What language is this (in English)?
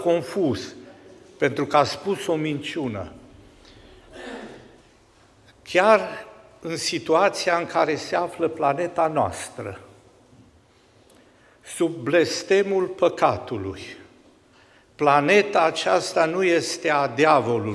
Romanian